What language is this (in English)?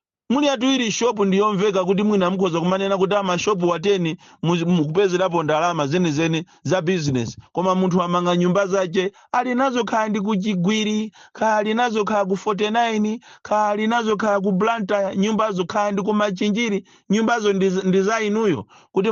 Nyanja